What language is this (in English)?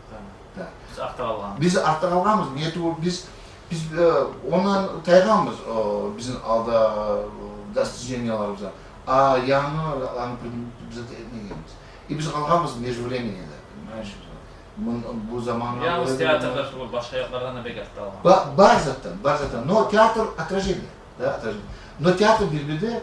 Kumyk